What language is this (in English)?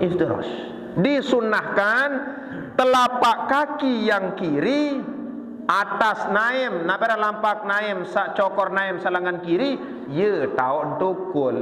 Sasak